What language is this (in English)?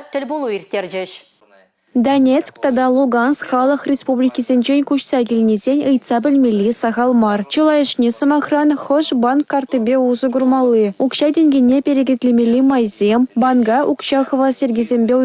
Chuvash